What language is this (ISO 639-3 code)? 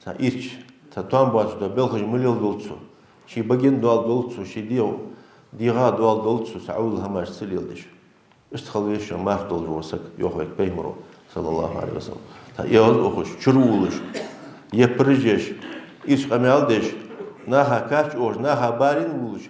inh